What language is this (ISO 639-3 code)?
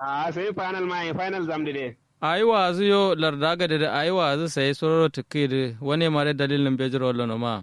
kau